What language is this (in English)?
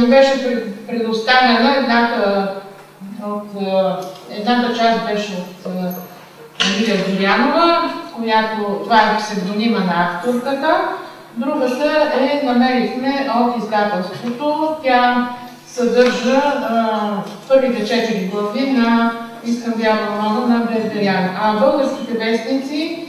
Bulgarian